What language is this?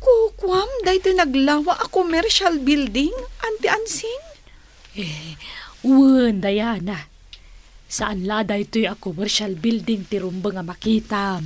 Iloko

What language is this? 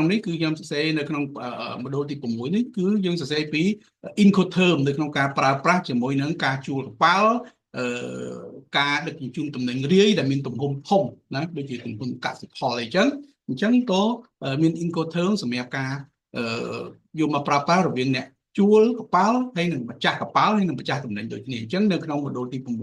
Khmer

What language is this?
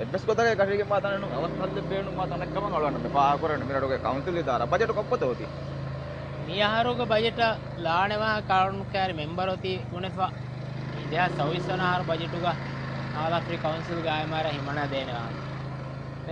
Divehi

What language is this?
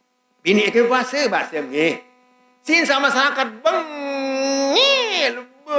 Sasak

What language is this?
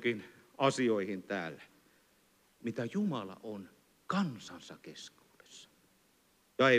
Finnish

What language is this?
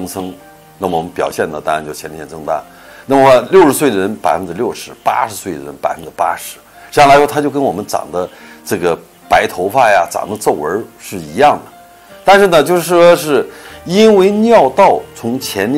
Chinese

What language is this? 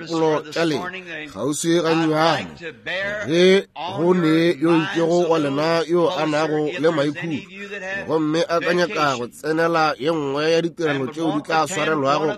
Northern Sotho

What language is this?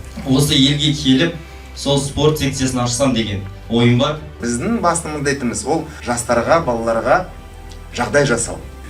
Kazakh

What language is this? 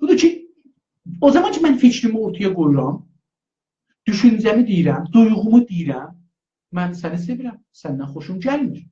South Azerbaijani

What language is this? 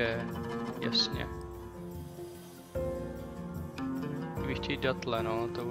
Czech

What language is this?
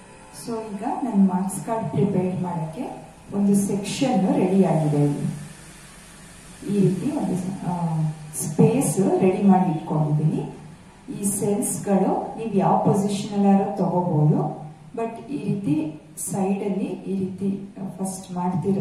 Kannada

